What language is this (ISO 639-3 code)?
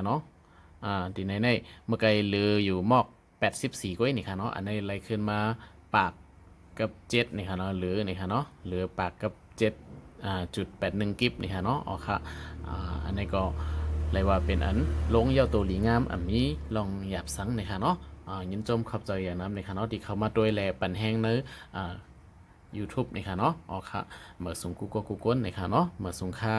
shn